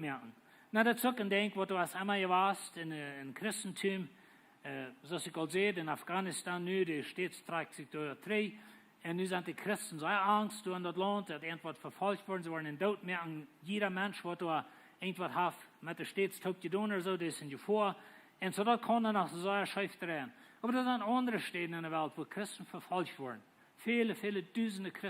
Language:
Plautdietsch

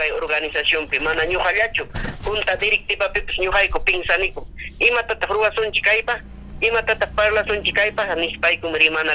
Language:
Ayacucho Quechua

